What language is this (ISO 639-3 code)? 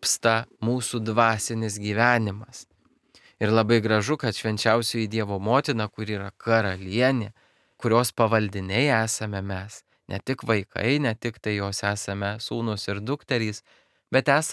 lit